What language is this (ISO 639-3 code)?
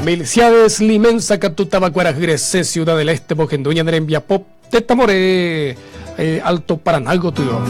grn